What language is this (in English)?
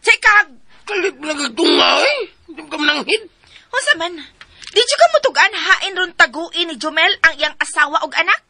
Cebuano